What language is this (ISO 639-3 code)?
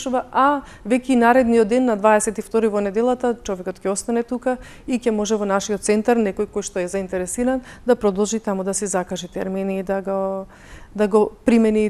mkd